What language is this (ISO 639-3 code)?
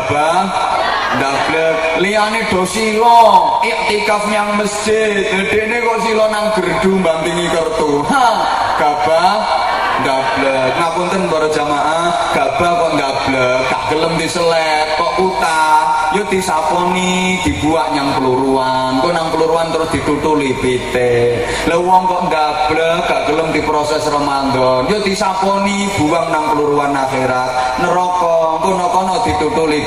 jav